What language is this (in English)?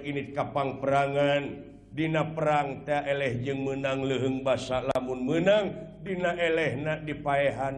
Sundanese